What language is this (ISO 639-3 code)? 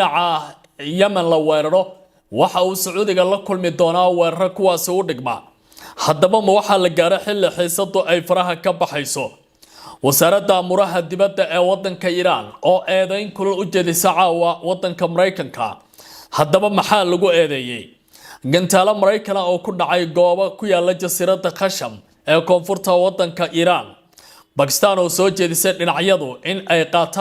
som